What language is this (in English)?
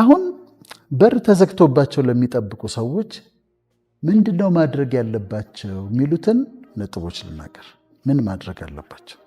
Amharic